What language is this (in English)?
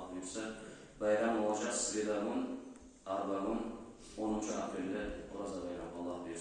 Kumyk